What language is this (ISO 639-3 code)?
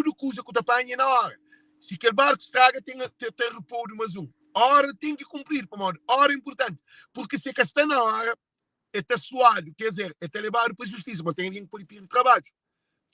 kea